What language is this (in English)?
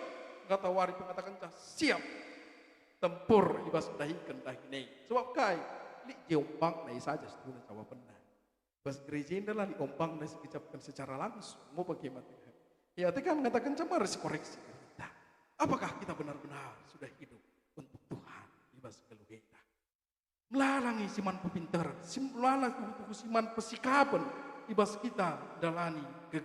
Batak Karo